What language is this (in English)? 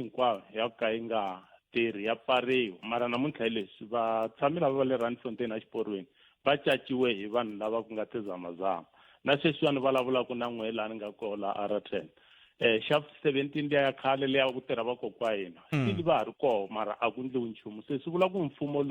Tsonga